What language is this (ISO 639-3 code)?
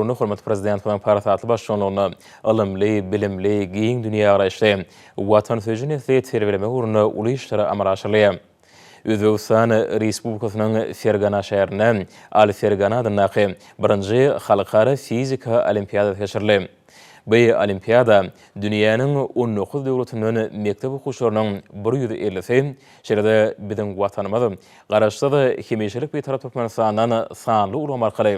tuk